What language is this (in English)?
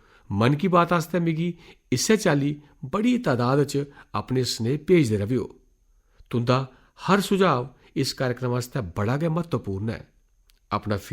Dogri